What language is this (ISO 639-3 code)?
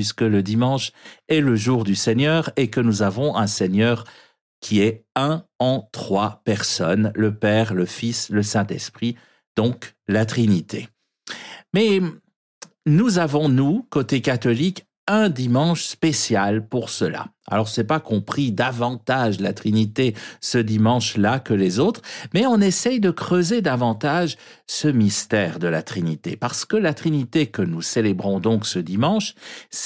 fra